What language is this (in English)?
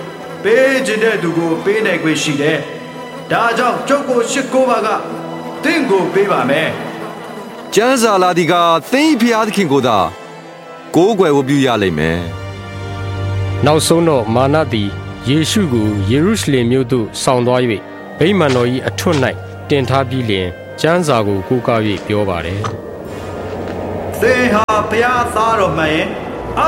Burmese